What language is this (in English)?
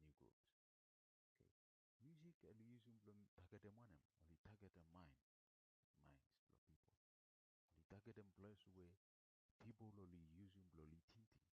Bislama